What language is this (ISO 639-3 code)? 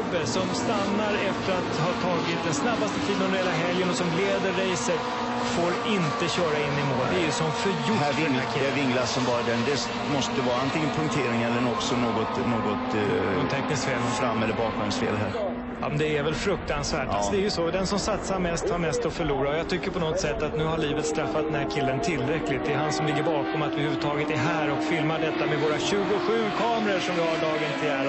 swe